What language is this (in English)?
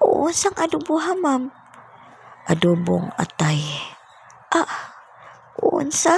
Cebuano